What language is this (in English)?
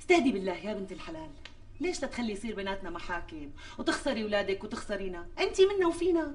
North Levantine Arabic